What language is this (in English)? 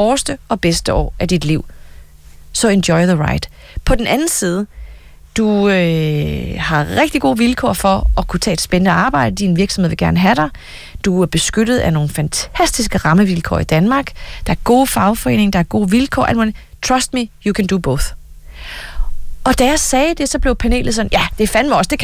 Danish